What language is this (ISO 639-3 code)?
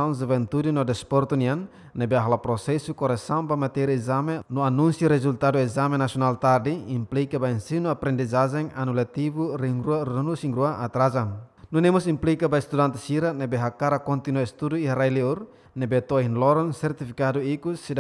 tet